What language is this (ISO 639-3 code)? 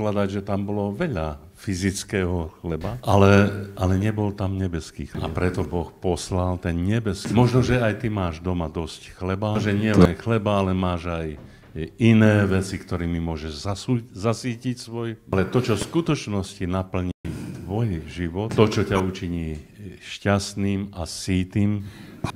slk